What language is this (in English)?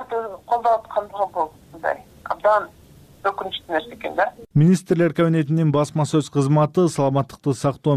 Kyrgyz